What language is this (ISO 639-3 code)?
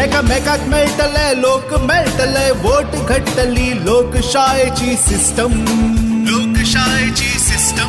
kok